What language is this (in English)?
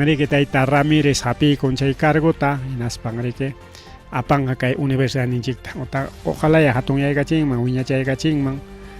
Ayacucho Quechua